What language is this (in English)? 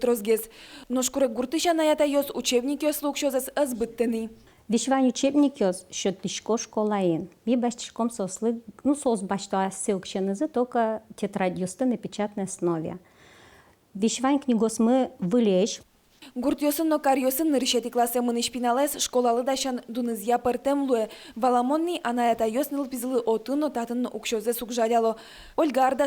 Udmurt